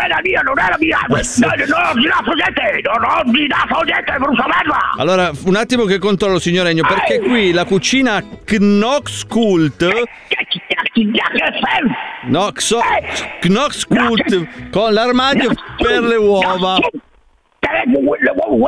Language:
Italian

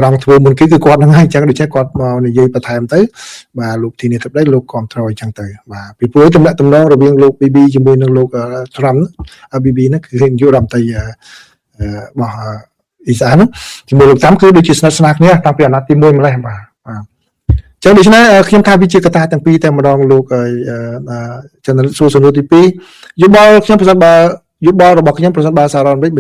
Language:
Khmer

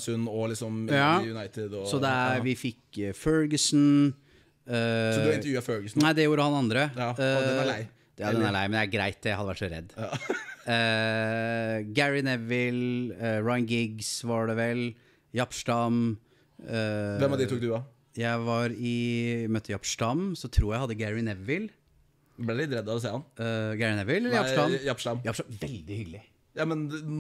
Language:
Norwegian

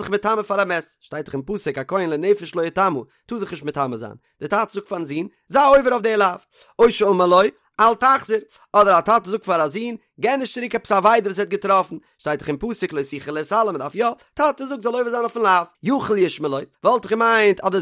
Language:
Yiddish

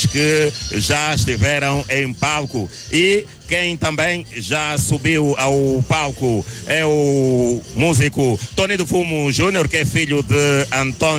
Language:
Portuguese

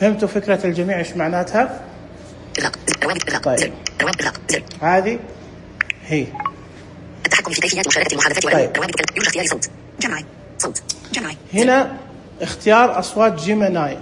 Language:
Najdi Arabic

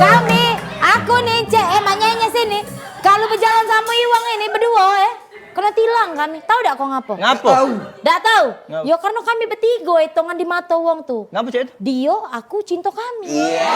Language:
Musi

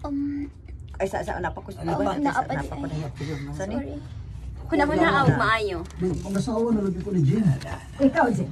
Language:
Cebuano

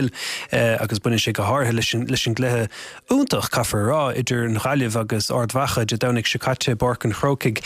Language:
Irish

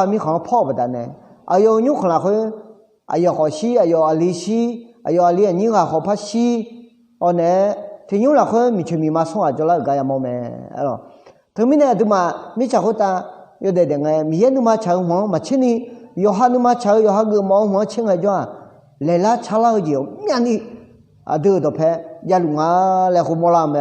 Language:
Akha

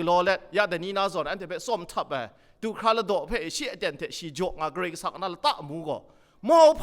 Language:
Kachin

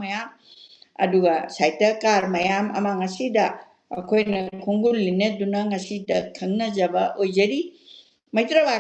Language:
Manipuri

